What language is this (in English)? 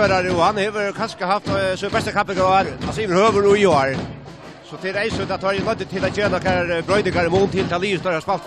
Faroese